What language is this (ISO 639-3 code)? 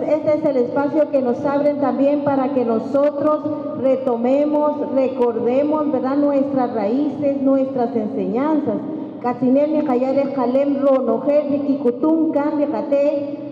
cak